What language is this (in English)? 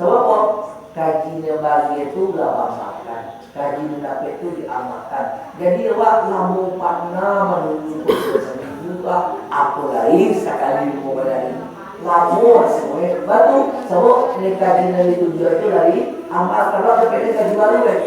Minangkabau